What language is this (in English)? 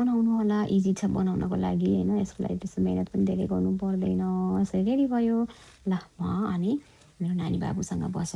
Nepali